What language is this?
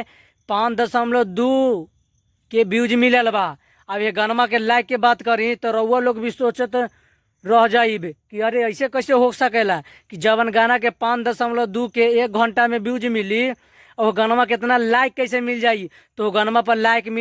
Bhojpuri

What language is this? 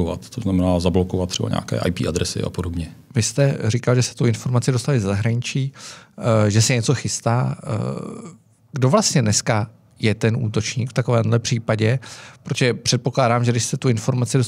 Czech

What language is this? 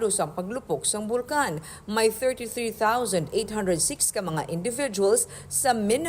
Hiligaynon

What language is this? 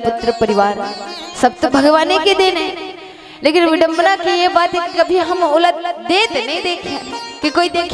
Chhattisgarhi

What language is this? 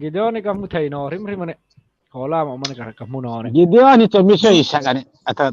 Hmar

